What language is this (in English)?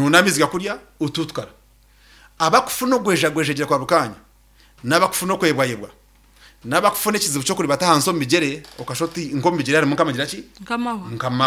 Nyankole